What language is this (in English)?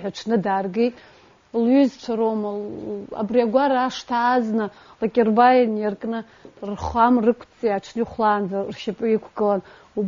Abkhazian